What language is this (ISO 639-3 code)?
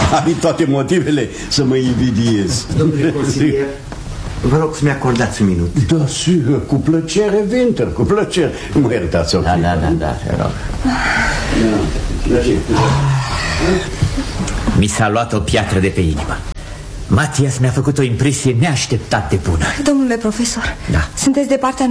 ron